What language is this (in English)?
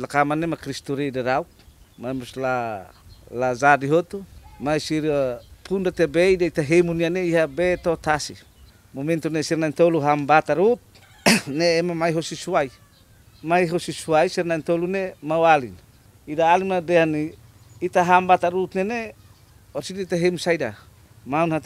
Tetum